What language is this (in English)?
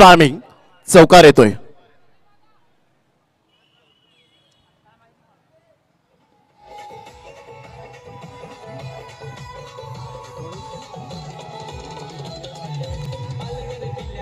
Marathi